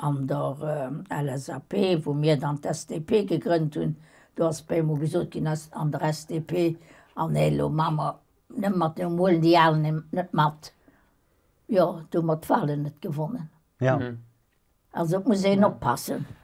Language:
Luxembourgish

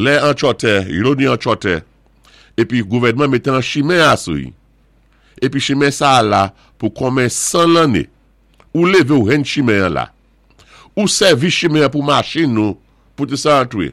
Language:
Saint Lucian Creole French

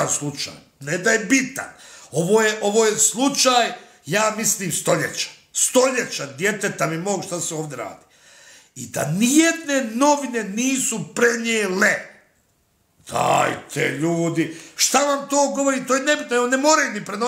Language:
Bosnian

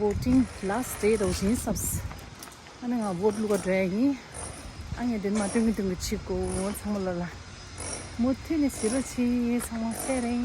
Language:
Tibetan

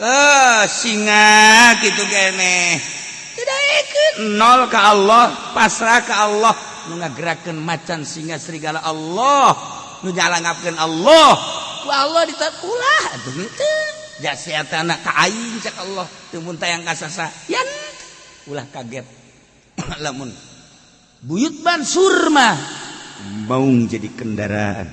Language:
Sundanese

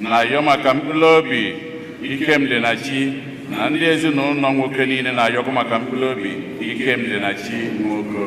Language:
Igbo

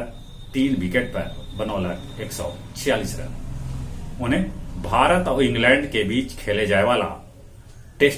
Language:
Magahi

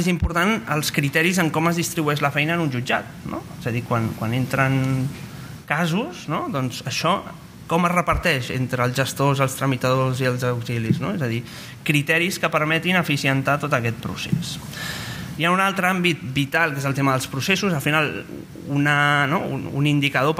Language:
Catalan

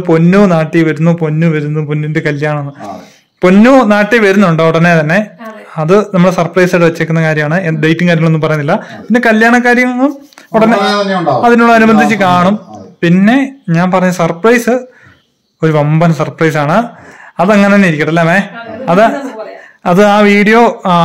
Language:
Malayalam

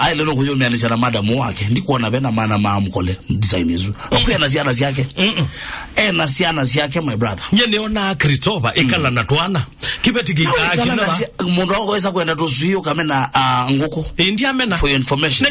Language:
Kamba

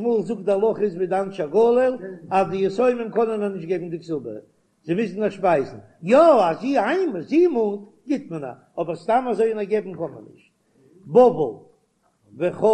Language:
Yiddish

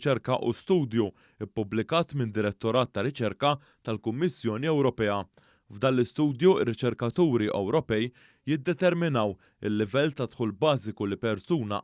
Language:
Maltese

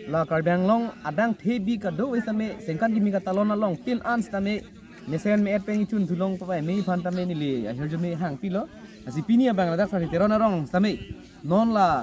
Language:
Karbi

